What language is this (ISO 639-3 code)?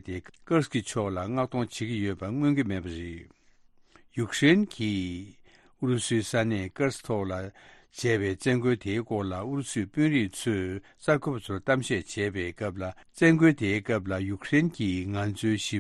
bod